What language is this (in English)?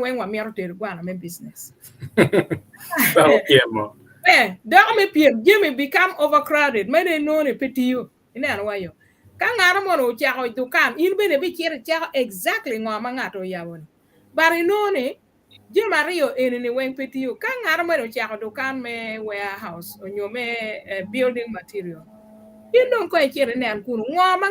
Acoli